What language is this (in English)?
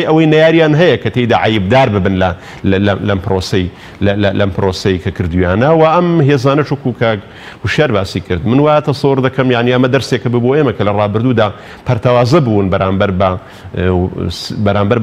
Central Kurdish